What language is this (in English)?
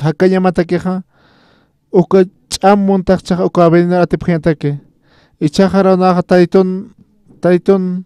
Aymara